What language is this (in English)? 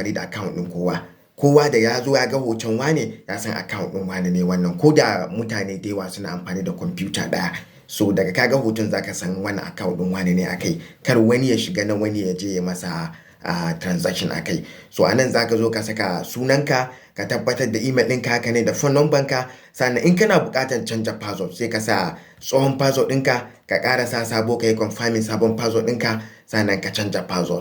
Hausa